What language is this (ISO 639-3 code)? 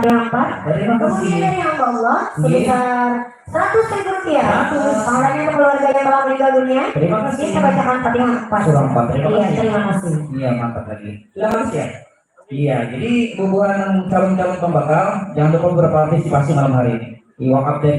bjn